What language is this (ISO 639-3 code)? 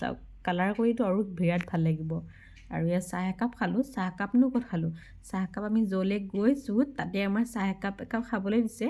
asm